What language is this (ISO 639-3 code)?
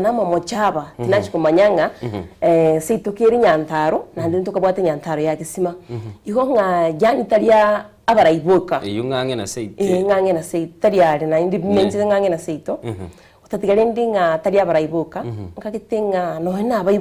guz